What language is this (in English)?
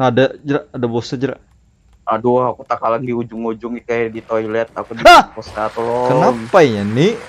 Banjar